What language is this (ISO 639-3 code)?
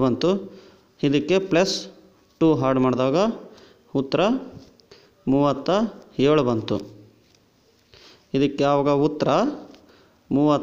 kan